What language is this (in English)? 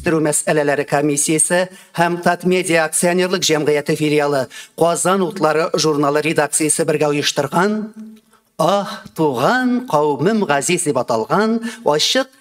Tatar